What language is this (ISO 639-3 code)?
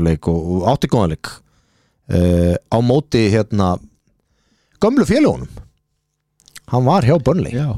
isl